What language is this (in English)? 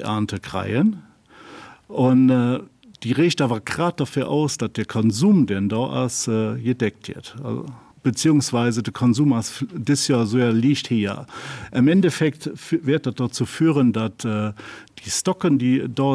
Luxembourgish